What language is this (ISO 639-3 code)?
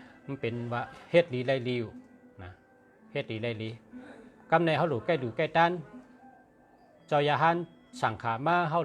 shn